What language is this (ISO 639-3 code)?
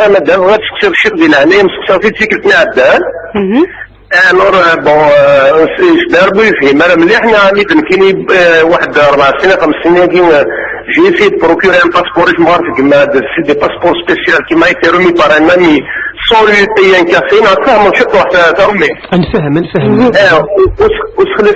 kab